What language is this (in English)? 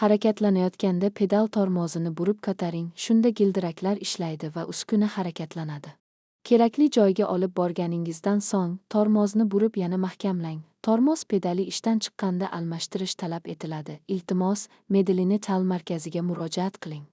Uzbek